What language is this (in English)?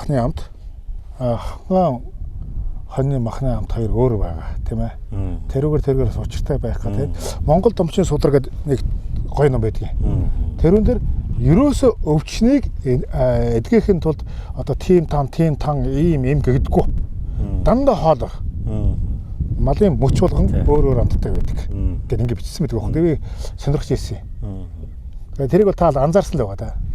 Mongolian